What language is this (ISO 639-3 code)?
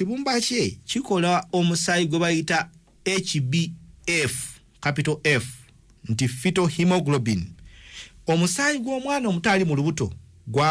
lug